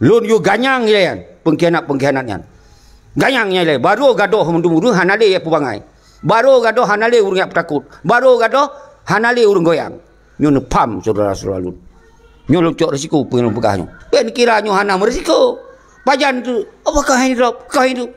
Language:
Achinese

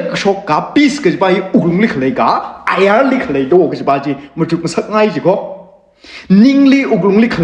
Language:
Tangkhul Naga (India)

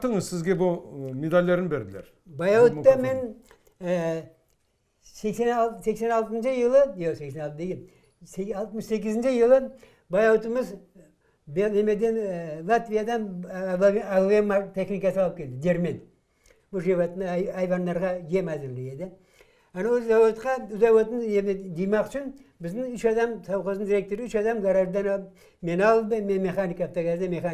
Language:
Crimean Tatar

